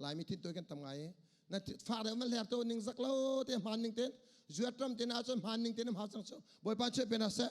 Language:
Hakha Chin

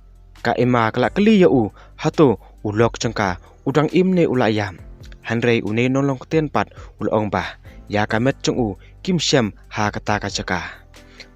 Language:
Khasi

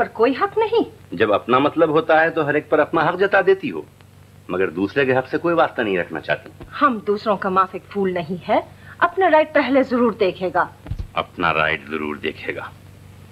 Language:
Hindi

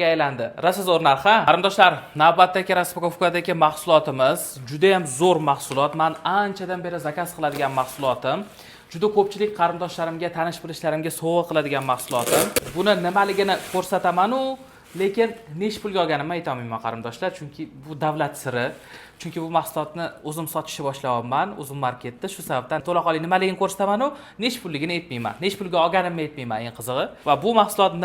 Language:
Uzbek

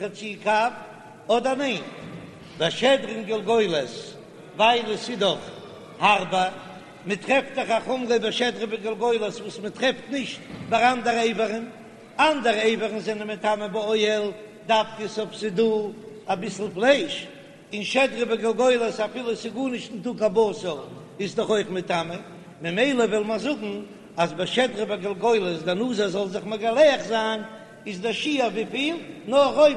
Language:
Yiddish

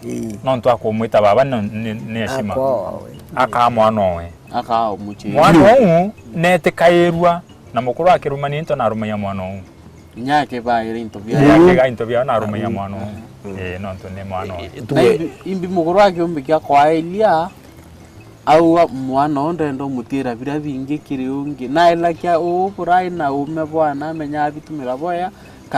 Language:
Meru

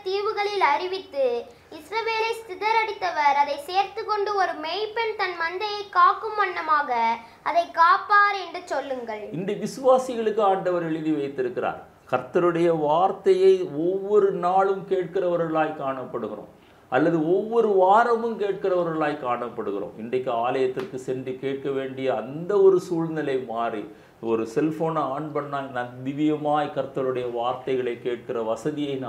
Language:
Tamil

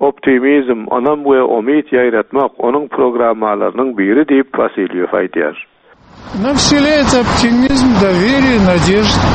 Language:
Turkmen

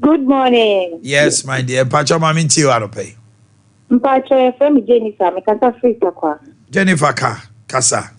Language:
Akan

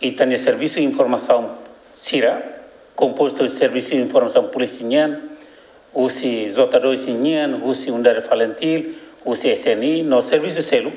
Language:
Tetum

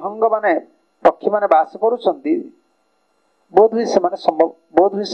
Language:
Odia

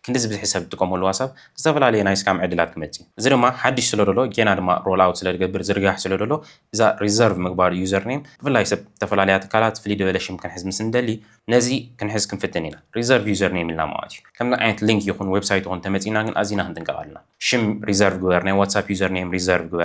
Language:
Tigrinya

